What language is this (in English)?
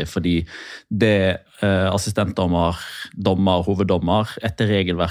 Norwegian